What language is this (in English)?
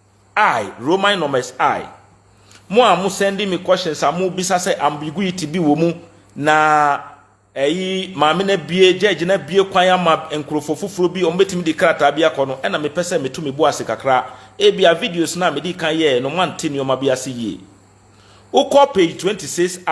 Akan